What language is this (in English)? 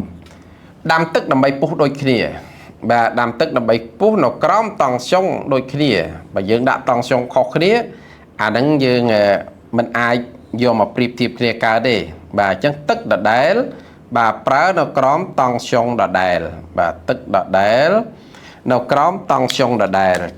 Khmer